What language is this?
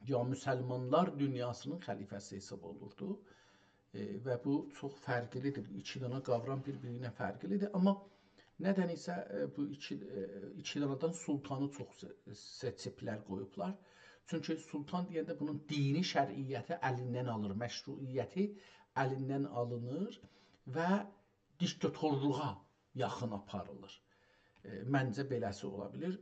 South Azerbaijani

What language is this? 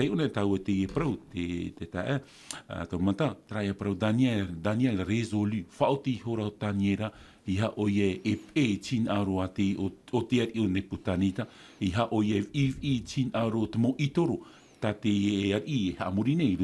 Tahitian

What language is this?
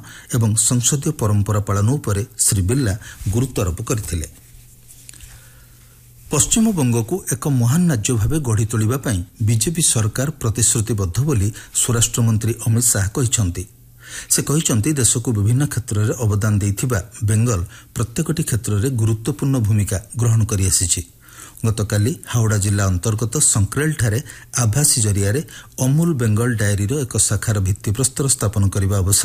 Odia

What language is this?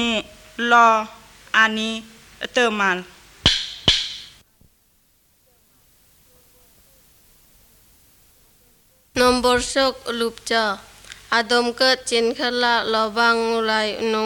Thai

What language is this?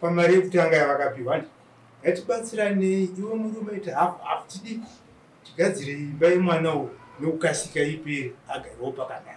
Shona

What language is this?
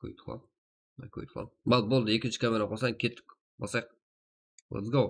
Kara-Kalpak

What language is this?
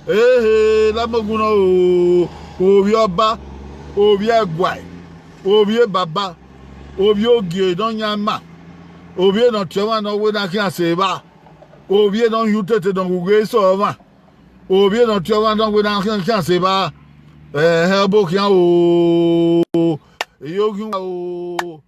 Bini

